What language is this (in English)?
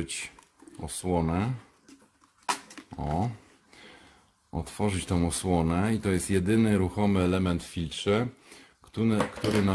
Polish